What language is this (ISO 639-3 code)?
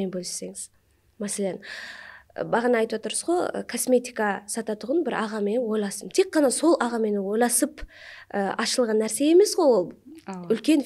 kaa